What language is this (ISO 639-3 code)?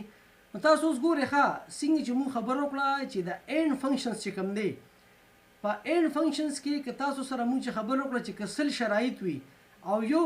pus